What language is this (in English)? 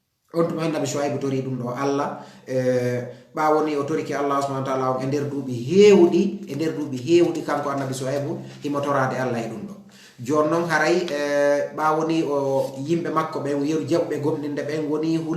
Fula